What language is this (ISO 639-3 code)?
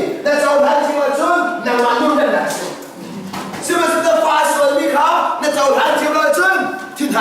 cnh